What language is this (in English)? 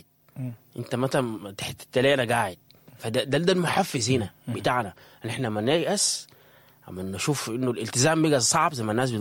Sudanese Arabic